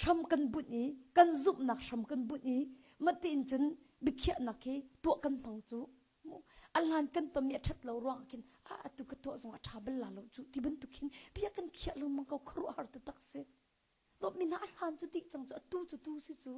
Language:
Hakha Chin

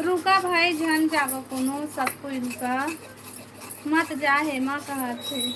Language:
Chhattisgarhi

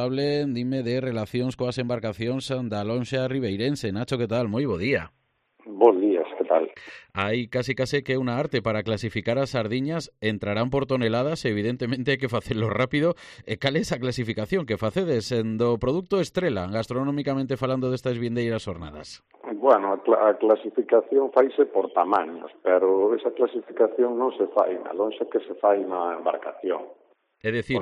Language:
Galician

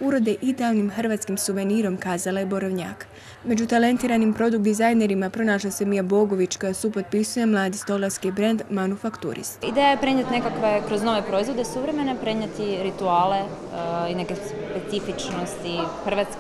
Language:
Croatian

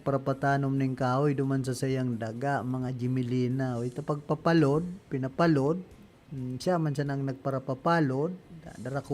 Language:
Bikol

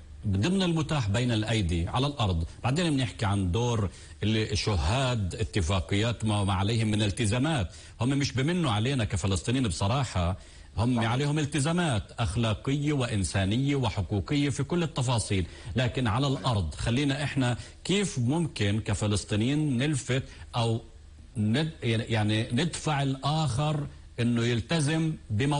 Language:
North Levantine Arabic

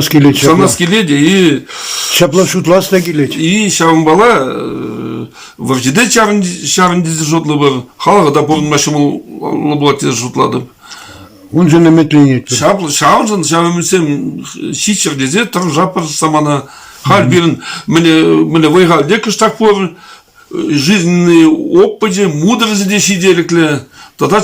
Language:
Chuvash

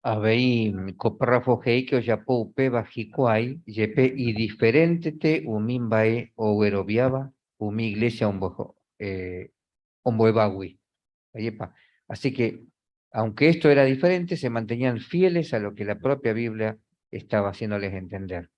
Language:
Guarani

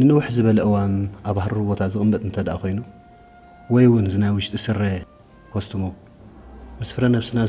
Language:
Tigrinya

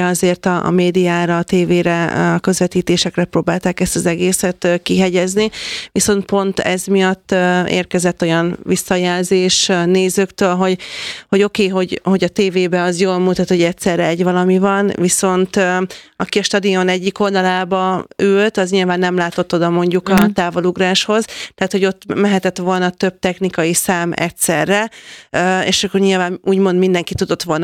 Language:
Hungarian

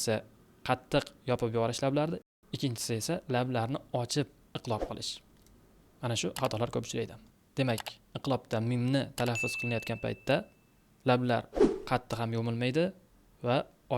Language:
Uzbek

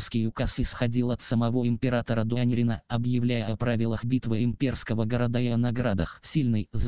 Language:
Russian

